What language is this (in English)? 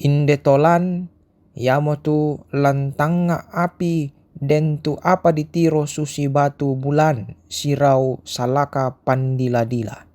Toraja-Sa'dan